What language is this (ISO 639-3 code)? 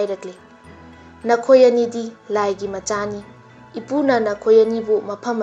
mni